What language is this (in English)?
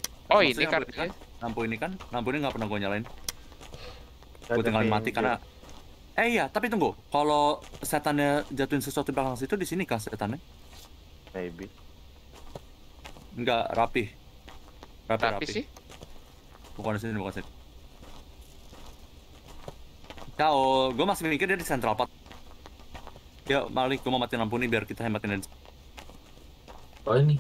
Indonesian